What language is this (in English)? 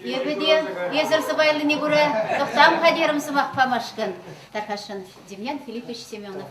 Chuvash